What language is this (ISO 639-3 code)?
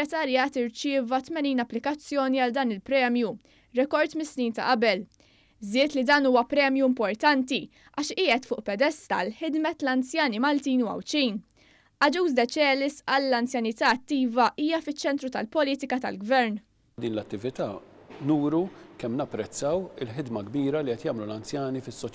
mlt